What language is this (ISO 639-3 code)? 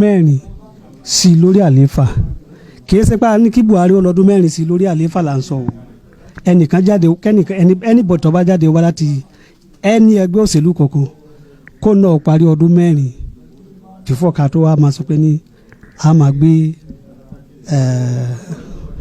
yor